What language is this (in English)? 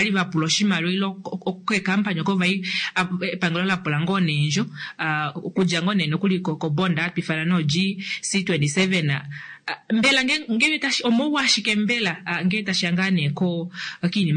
Kuanyama